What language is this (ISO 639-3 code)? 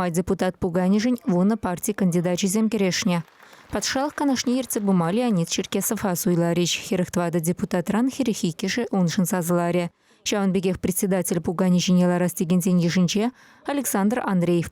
chv